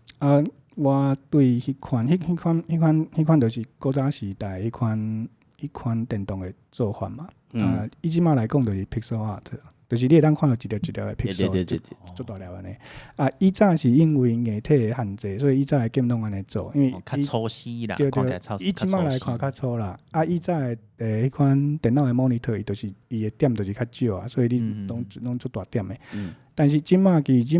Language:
Min Nan Chinese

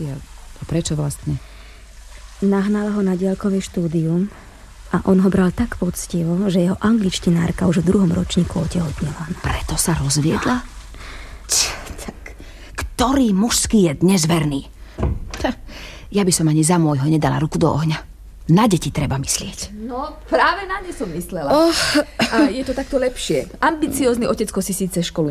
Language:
Slovak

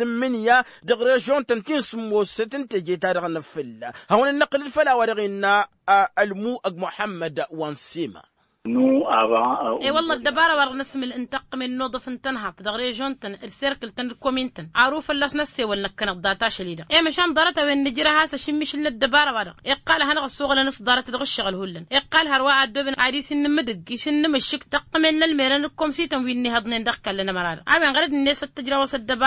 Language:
Tamasheq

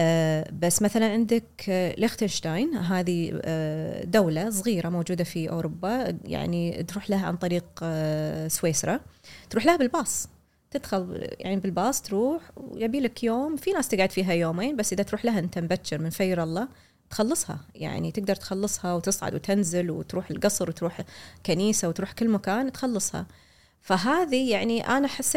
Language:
Gulf Arabic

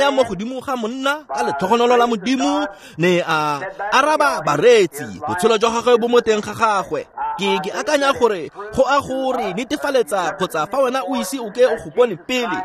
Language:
Tswana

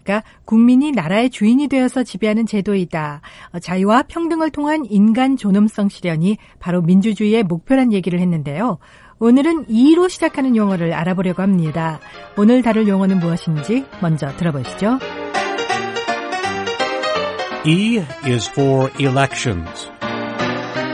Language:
Korean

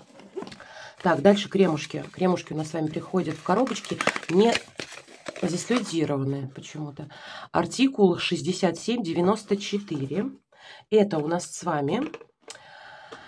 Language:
Russian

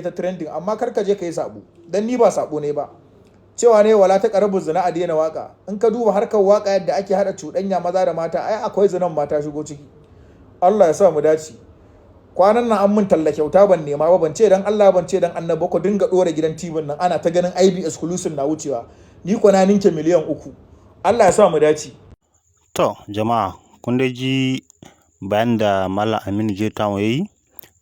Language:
Hausa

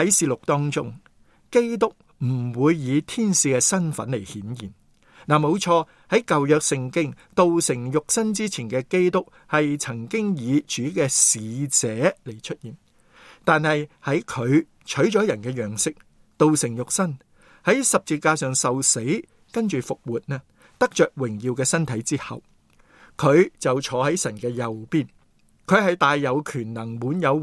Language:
Cantonese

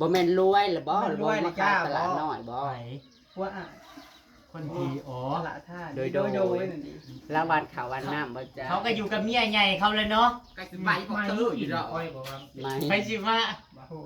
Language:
Northeastern Thai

